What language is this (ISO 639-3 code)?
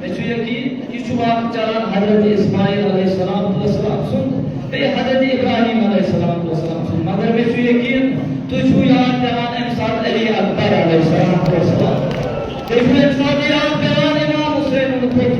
kas